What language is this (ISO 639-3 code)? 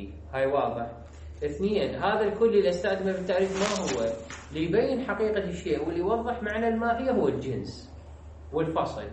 acm